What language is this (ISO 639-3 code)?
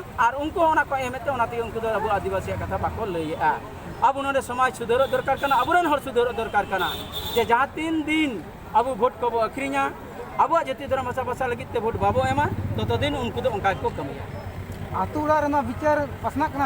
sat